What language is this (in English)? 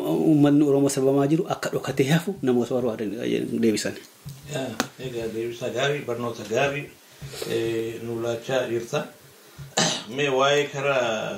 Oromo